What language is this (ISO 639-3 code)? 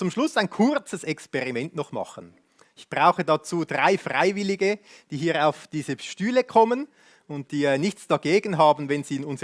gsw